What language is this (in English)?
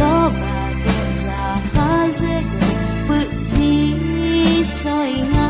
Akha